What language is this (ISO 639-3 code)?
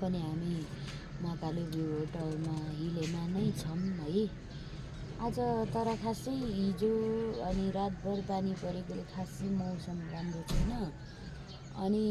nep